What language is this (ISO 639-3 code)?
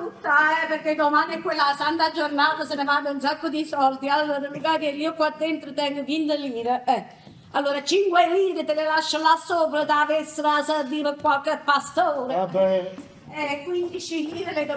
nap